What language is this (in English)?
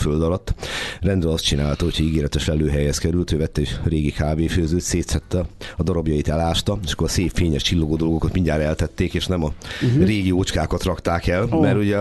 Hungarian